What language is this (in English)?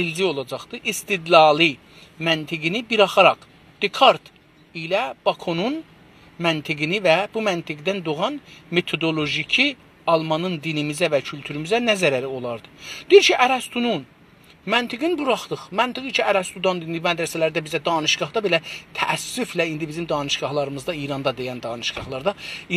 South Azerbaijani